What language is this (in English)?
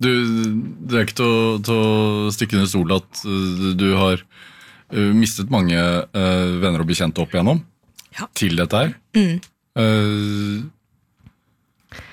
Norwegian